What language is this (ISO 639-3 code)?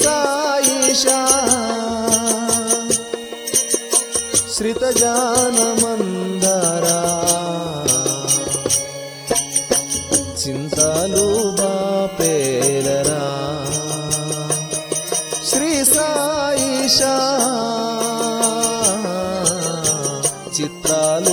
tel